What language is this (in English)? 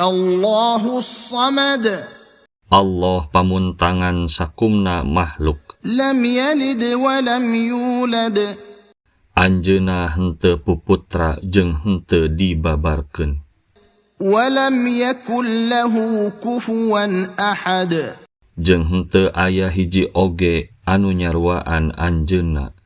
Sundanese